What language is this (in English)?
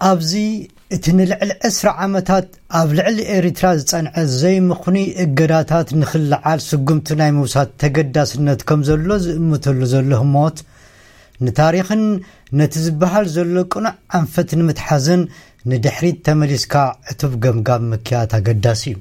Tigrinya